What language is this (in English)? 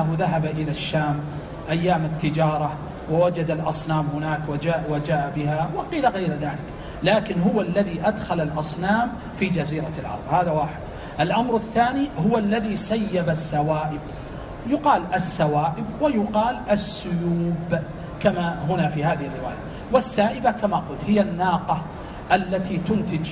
Arabic